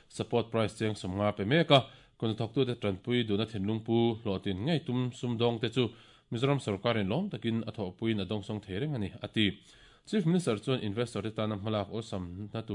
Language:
Mizo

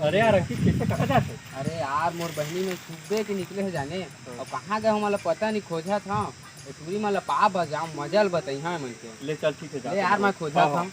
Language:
Chhattisgarhi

